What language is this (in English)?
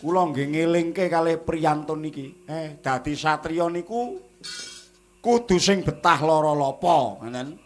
Javanese